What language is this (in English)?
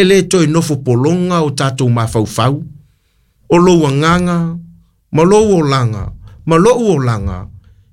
Samoan